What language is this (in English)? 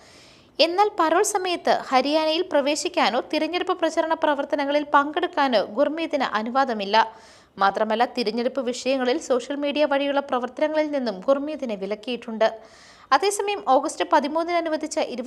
Malayalam